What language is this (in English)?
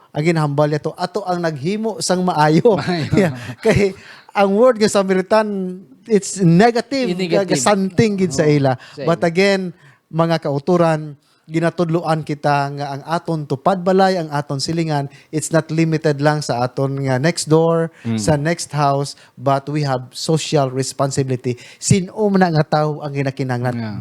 Hiligaynon